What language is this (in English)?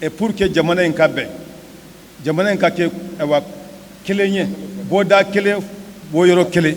Bambara